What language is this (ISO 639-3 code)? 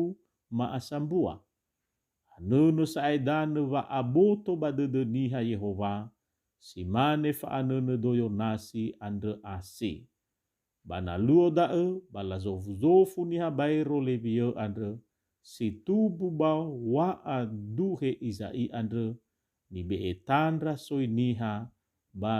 nia